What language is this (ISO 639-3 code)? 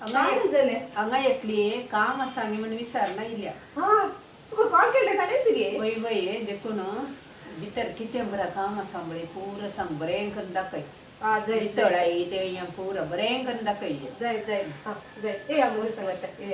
kok